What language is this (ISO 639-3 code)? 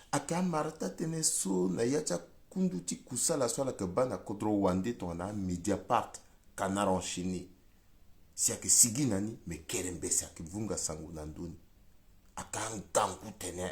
sag